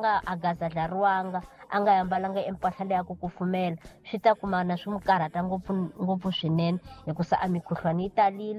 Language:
Tsonga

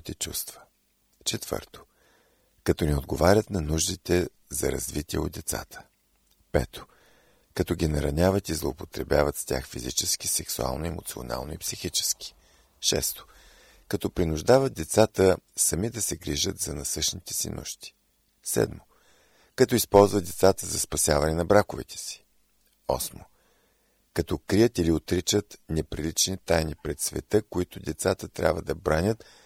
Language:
Bulgarian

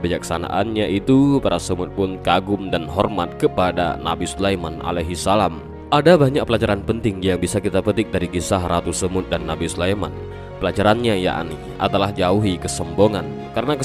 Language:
Indonesian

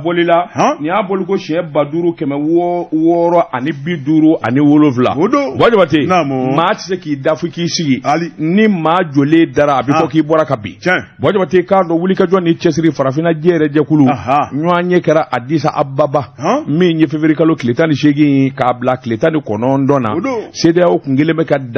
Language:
Bambara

